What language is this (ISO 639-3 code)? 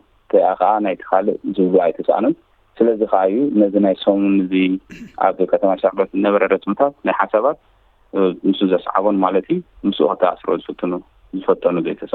tir